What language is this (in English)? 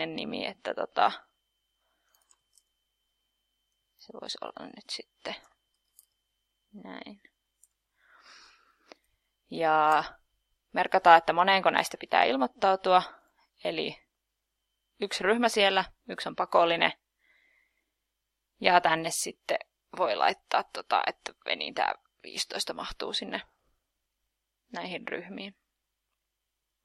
Finnish